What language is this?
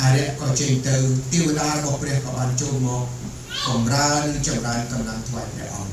Khmer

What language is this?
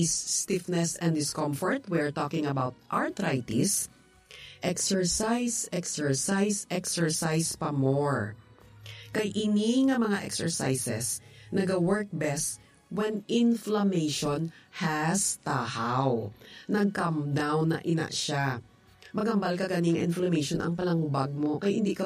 Hiligaynon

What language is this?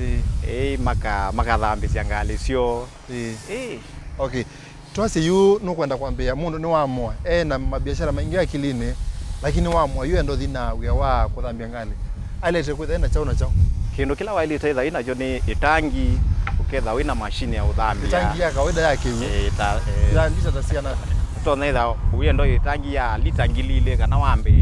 Kamba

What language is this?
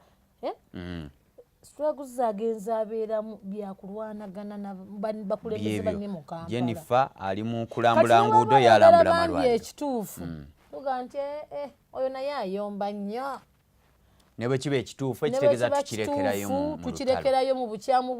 Ganda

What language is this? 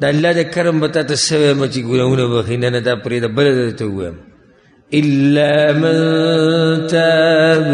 Pashto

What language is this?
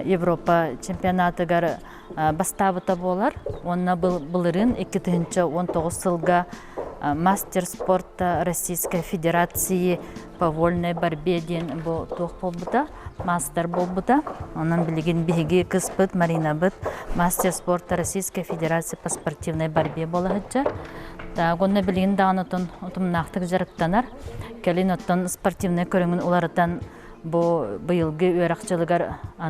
Yakut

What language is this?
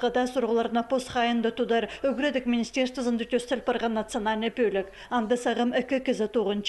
Khakas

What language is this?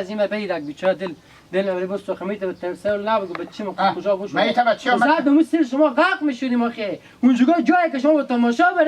Hazaragi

